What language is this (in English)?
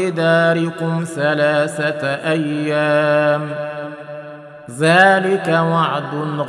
Arabic